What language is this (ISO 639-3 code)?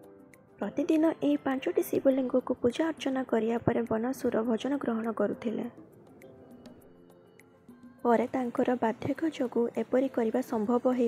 ori